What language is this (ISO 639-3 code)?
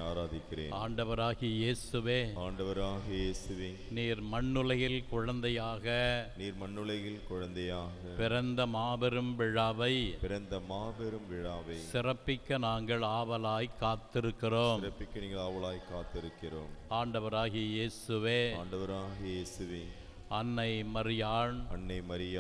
tam